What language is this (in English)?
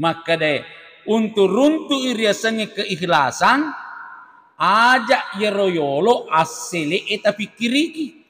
Buginese